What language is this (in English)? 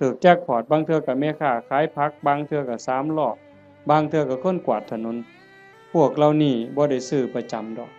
Northeastern Thai